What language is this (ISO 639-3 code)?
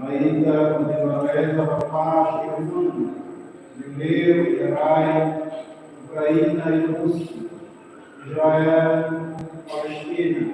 tet